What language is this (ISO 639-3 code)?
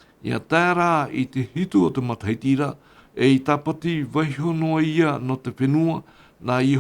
tah